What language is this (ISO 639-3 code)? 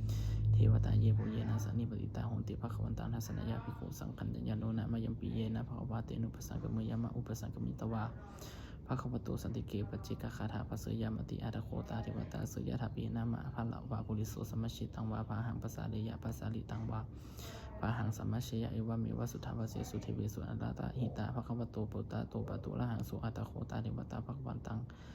pli